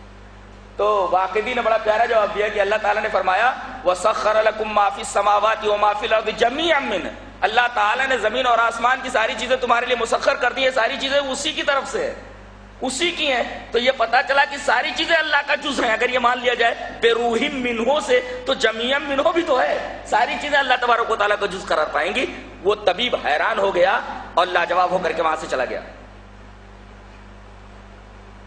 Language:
Urdu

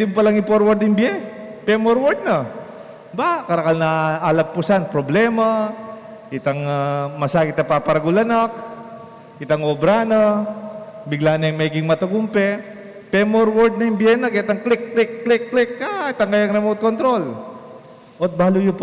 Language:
Pampanga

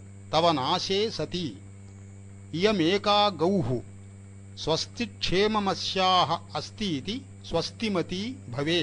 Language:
Sanskrit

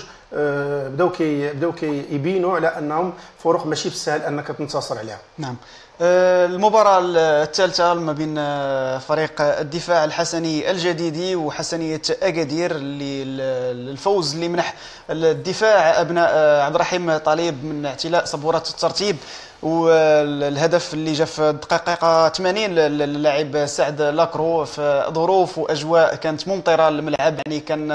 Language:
Moroccan Arabic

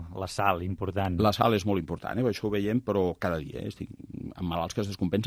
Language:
Catalan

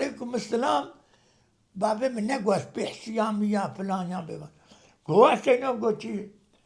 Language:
Kurdish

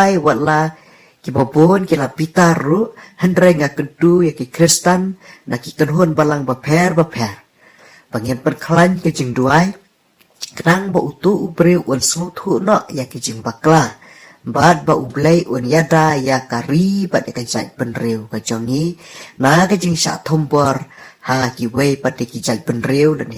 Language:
Khasi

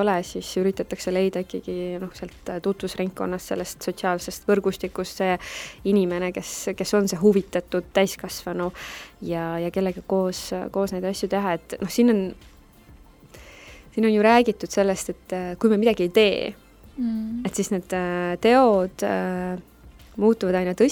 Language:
Estonian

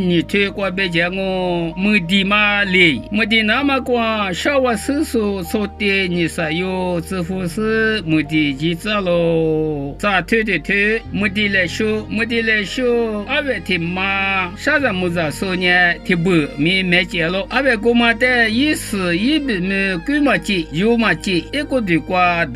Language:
Lisu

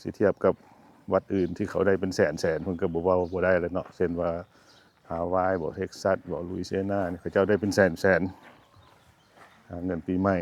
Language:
Lao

